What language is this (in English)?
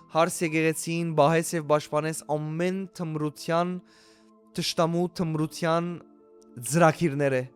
Western Armenian